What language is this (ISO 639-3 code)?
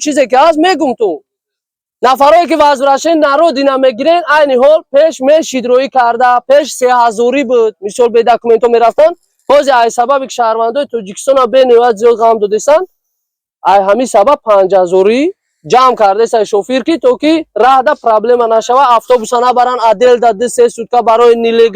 tgk